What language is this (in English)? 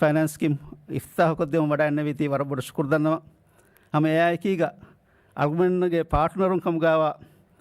Divehi